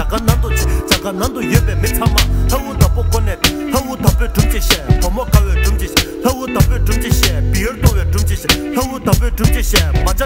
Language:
Tibetan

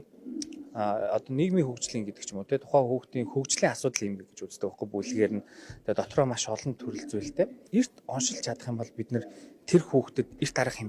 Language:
Mongolian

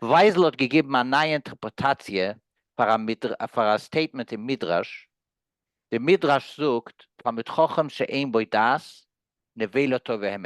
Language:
Yiddish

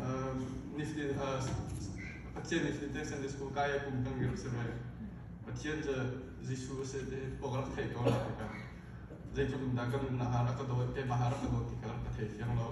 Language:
Hakha Chin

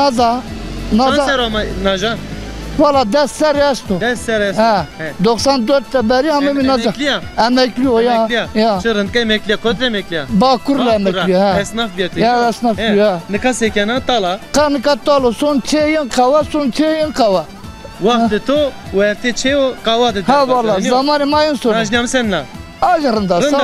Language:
Zaza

